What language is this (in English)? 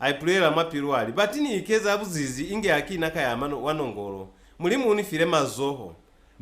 Lozi